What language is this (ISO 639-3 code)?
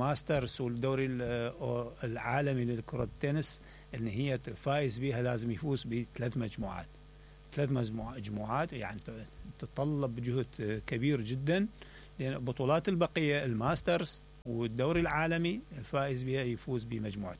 acm